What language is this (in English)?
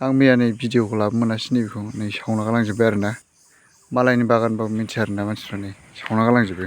Bodo